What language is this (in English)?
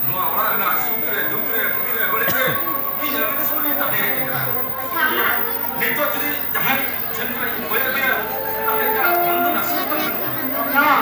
Santali